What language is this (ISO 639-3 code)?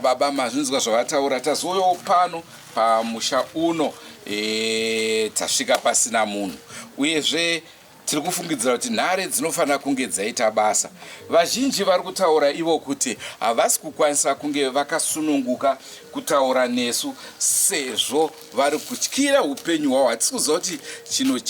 sna